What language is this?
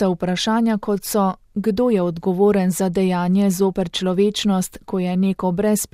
Slovenian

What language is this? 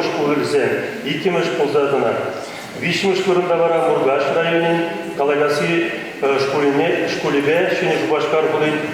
Chuvash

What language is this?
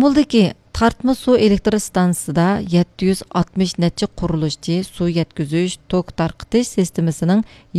Uyghur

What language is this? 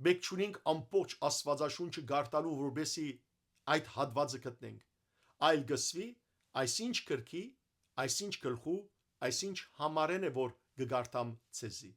Western Armenian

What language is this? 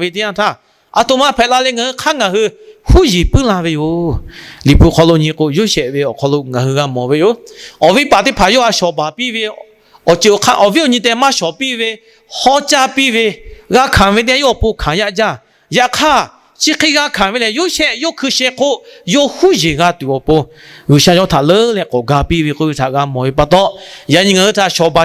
Lahu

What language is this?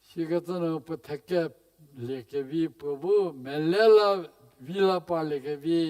Angami Naga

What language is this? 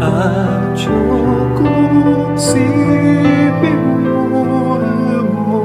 Pampanga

